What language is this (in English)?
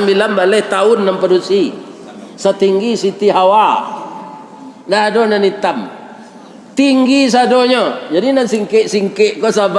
Minangkabau